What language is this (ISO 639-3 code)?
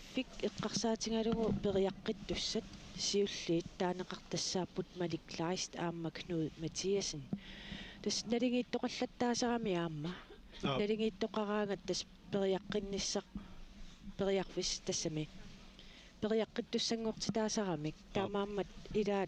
kal